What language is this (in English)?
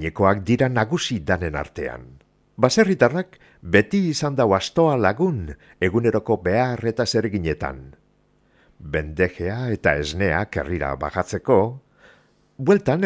Basque